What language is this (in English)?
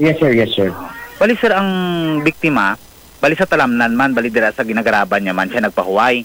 Hiligaynon